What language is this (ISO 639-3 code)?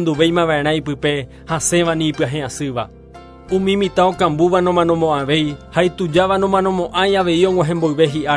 grn